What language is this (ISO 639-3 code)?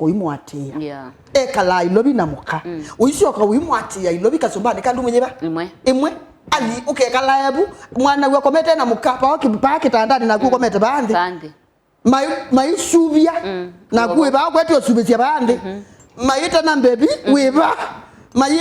kam